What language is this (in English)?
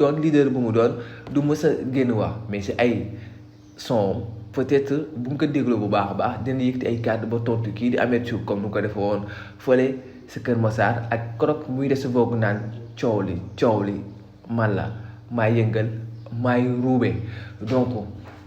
Wolof